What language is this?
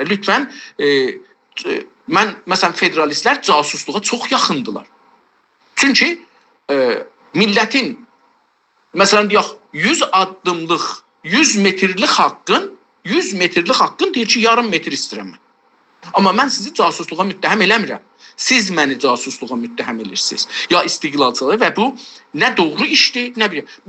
South Azerbaijani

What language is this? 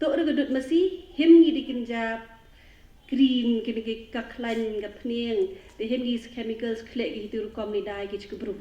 Pnar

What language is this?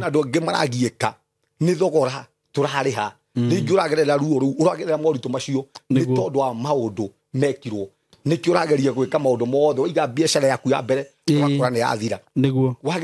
Kikuyu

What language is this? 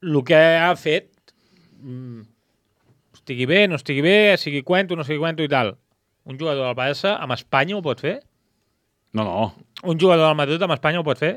Catalan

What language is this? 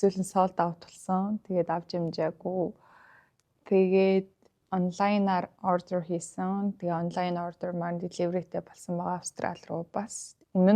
Mongolian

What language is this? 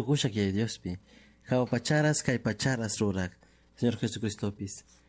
Chimborazo Highland Quichua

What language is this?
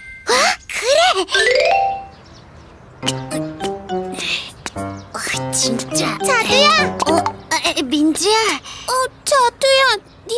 Korean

